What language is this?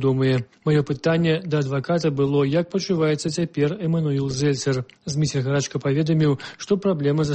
Belarusian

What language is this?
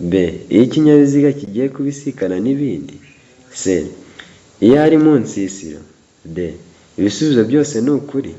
Kinyarwanda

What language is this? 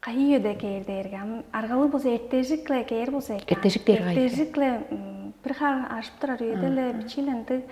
Tuvinian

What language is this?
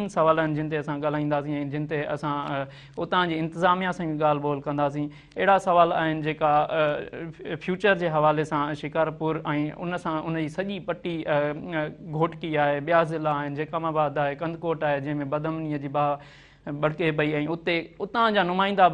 Sindhi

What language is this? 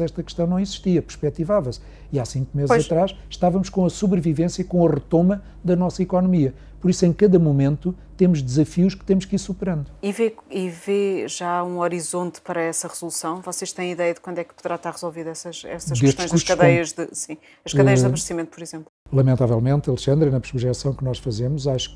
Portuguese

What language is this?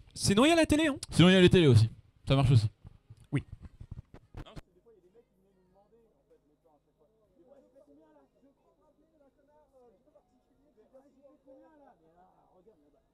French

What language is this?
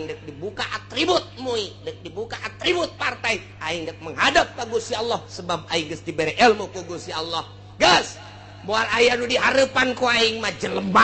Sundanese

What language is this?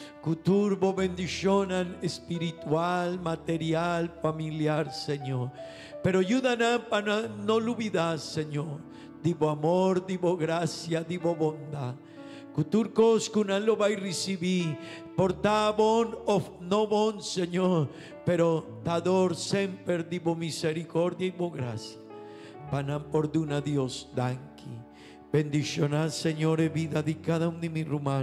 Papiamento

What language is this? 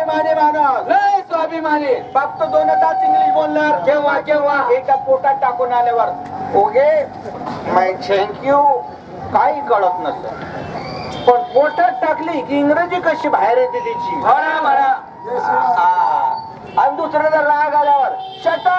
Marathi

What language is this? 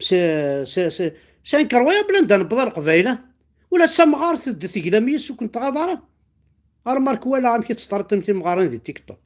Kabyle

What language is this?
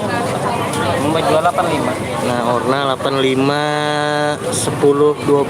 Banjar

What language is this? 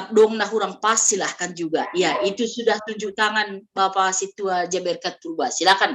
Batak Simalungun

